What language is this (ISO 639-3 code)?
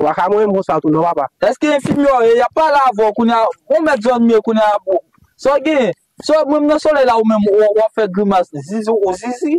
hat